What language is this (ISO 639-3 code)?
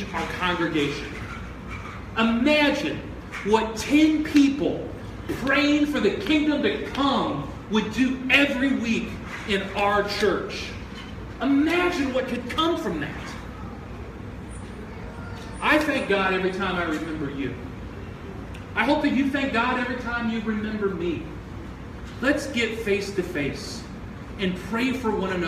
eng